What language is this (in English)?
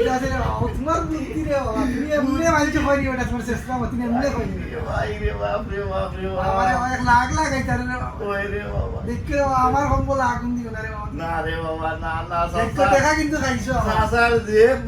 Sylheti